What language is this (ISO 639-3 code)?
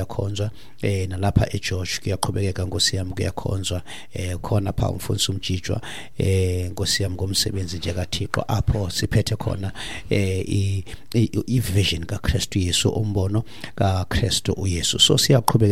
xho